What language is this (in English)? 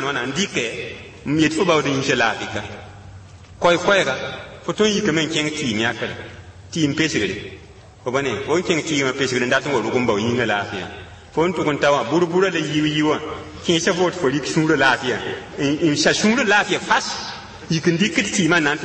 Mossi